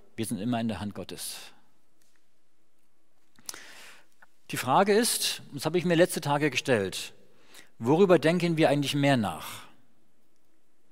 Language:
German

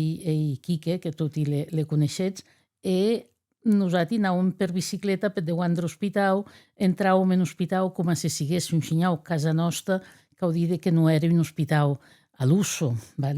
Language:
Occitan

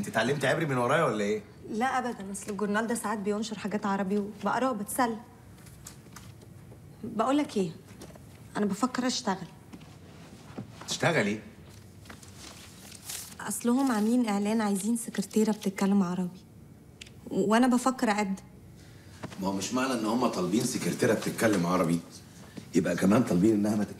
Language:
Egyptian Arabic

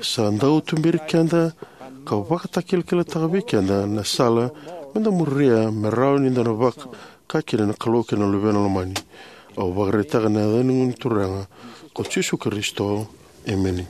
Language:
Fijian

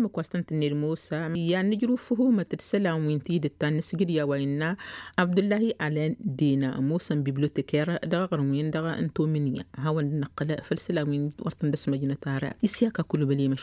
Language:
Tamasheq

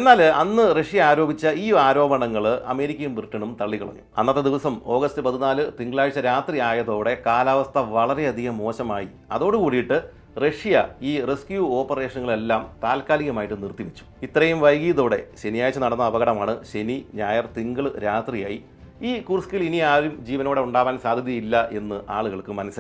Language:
Malayalam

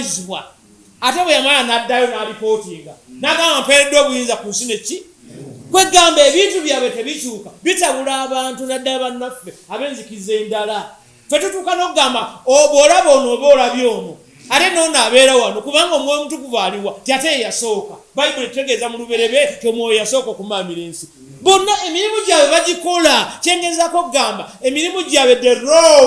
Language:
Ganda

